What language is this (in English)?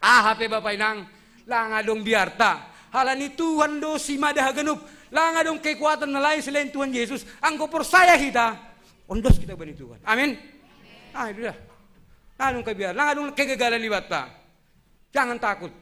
Batak Simalungun